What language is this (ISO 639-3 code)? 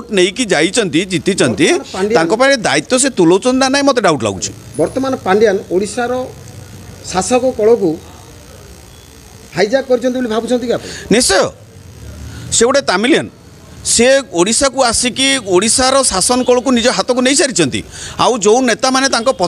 ori